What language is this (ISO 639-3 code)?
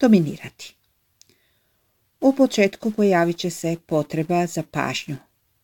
hrv